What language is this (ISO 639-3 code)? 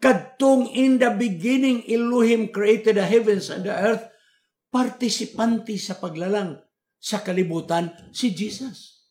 ceb